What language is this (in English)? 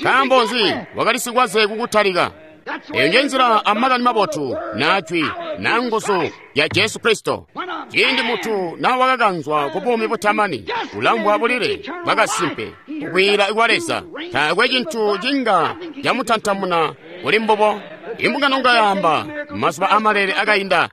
Tonga (Zambia)